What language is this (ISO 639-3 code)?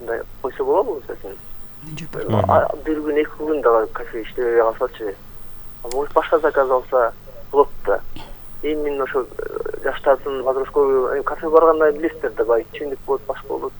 kir